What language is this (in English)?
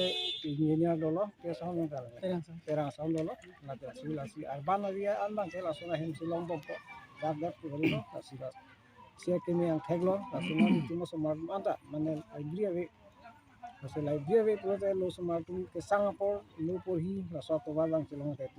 Karbi